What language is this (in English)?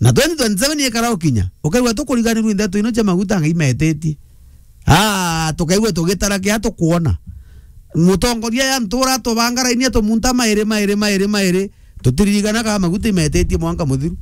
Meru